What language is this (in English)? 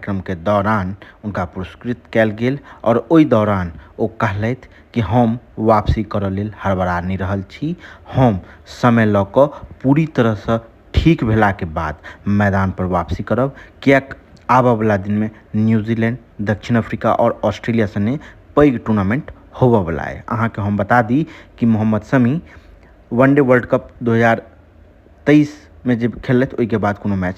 Maithili